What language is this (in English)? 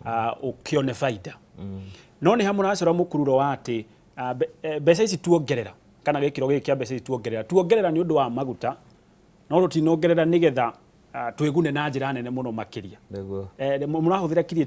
Kikuyu